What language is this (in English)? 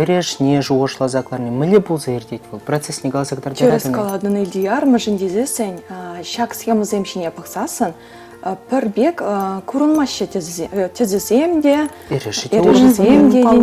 Chuvash